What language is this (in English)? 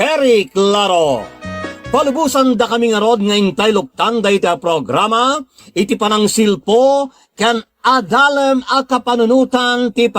Iloko